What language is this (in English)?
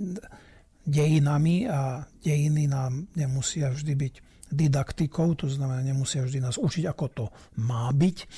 Slovak